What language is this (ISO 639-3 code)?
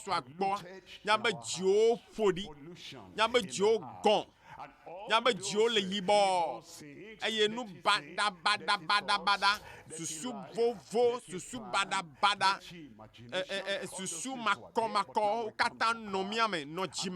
ewe